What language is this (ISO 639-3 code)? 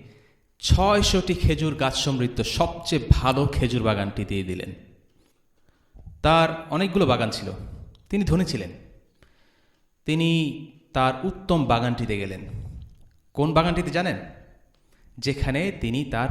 ben